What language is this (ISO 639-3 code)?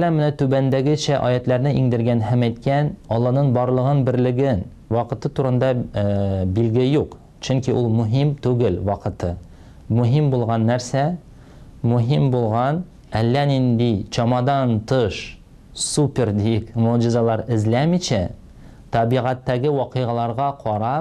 tat